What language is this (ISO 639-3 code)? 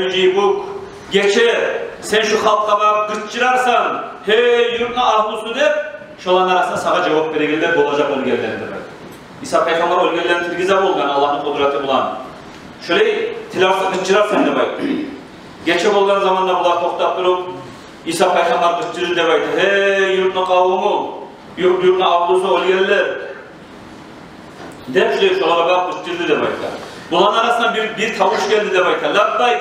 kum